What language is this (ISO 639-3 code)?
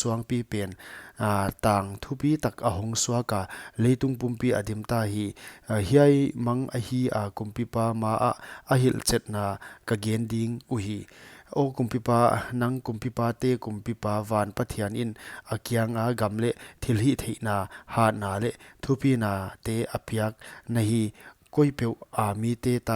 pck